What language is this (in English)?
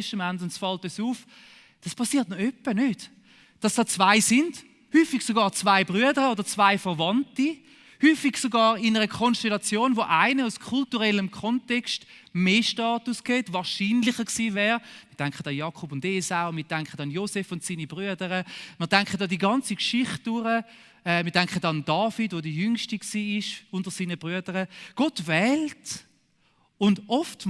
Swiss German